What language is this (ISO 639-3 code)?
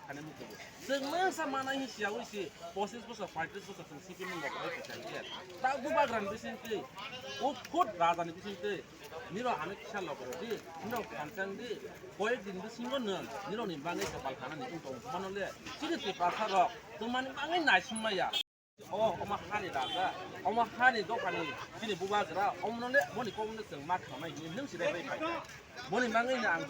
trp